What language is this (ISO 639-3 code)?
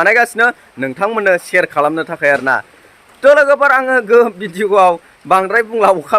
brx